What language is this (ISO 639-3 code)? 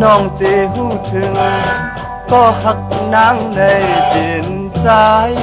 shn